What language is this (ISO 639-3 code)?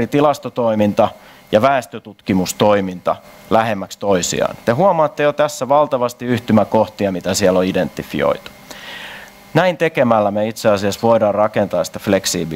fin